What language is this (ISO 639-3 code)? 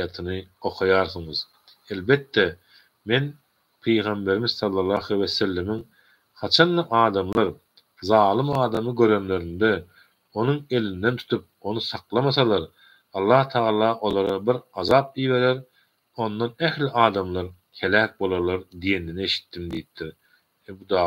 tuk